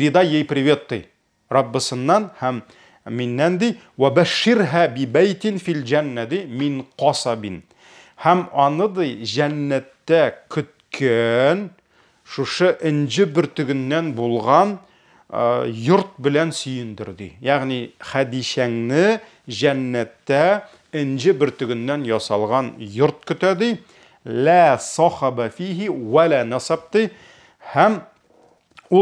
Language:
Tatar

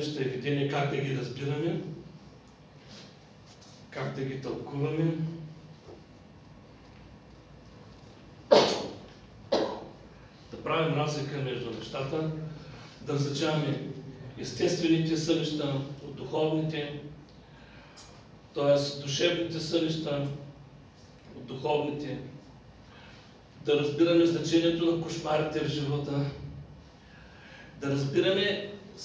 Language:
Bulgarian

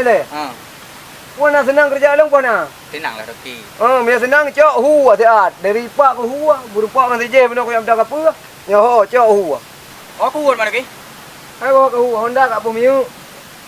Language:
Achinese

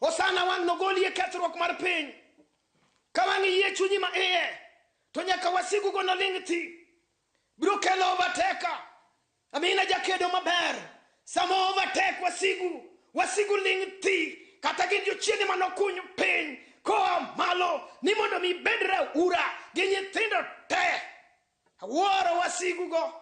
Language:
Luo (Kenya and Tanzania)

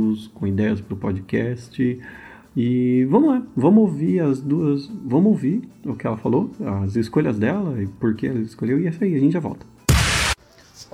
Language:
Portuguese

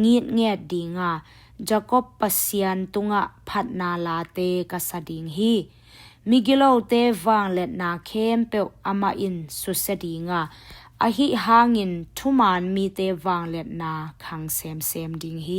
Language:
Tedim Chin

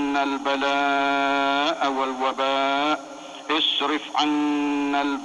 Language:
Malay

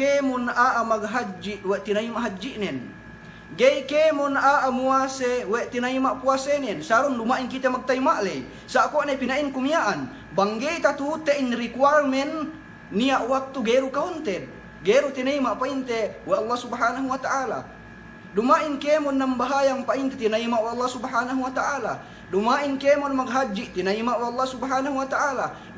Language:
Yakan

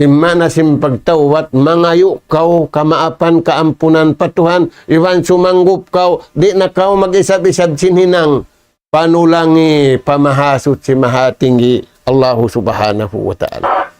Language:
Tausug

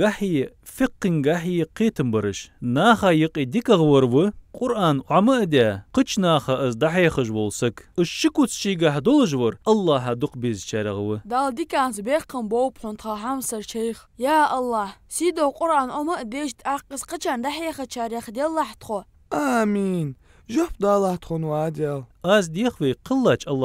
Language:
Ingush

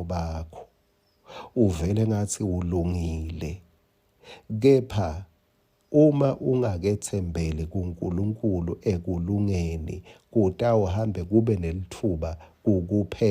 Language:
Swati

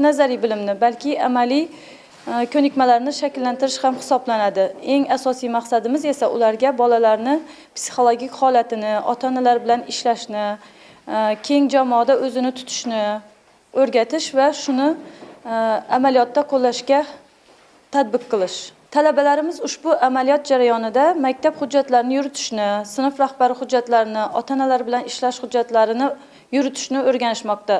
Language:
Uzbek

